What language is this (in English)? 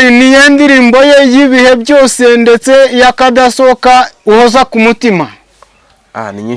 Kinyarwanda